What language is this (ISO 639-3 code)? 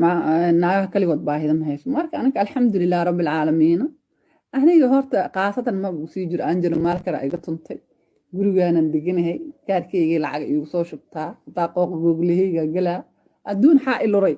som